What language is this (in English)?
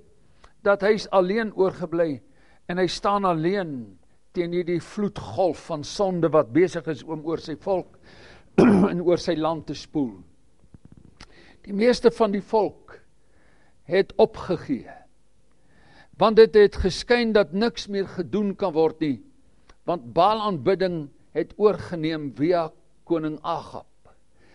Afrikaans